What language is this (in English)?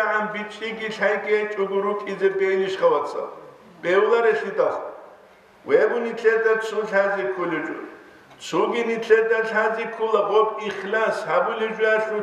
Avaric